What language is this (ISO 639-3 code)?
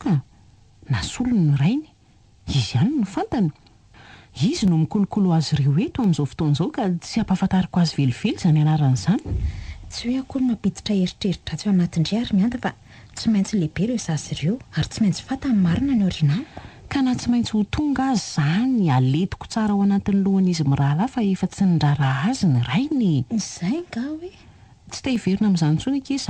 mlg